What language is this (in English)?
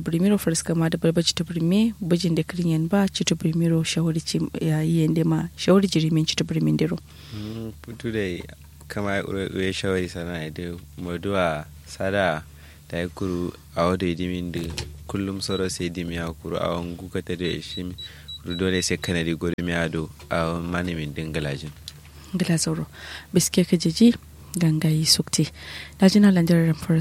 Kanuri